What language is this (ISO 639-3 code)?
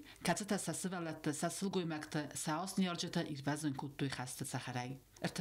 oss